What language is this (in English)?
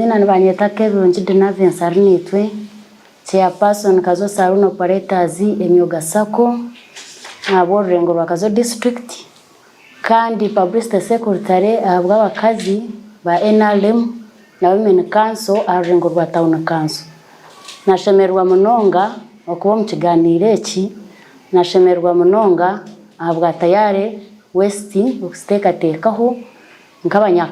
Nyankole